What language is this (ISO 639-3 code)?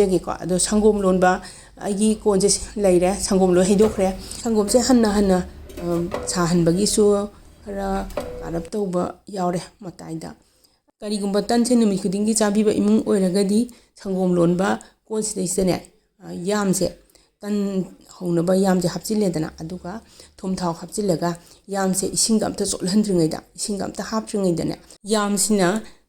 mni